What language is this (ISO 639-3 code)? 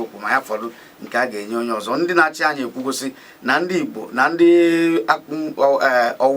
ibo